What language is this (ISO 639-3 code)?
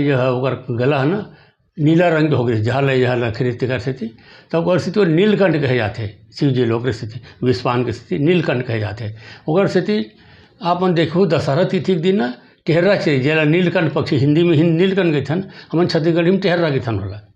hne